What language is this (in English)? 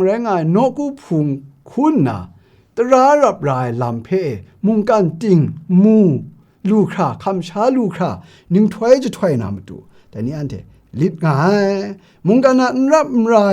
Kachin